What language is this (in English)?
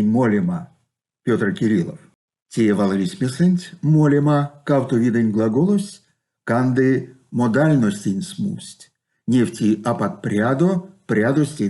Erzya